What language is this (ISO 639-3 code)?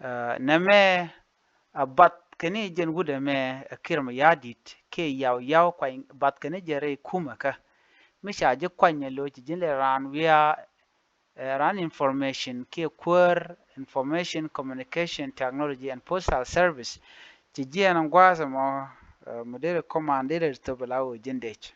nus